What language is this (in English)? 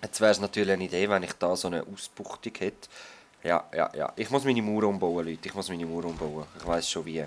Swiss German